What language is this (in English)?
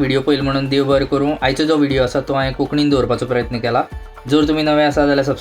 Konkani